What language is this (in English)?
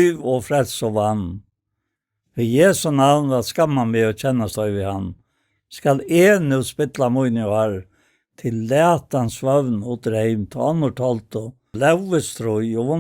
Faroese